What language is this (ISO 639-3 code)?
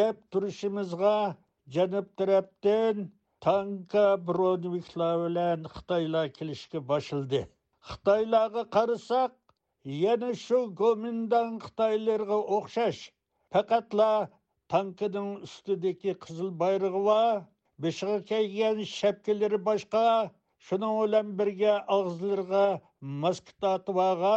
uig